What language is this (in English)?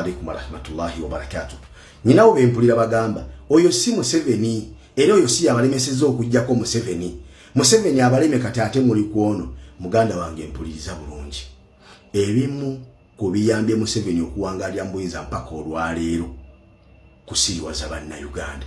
Ganda